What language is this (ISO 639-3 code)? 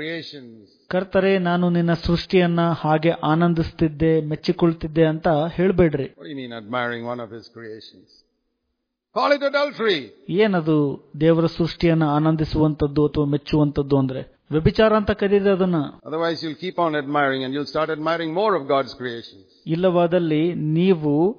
kan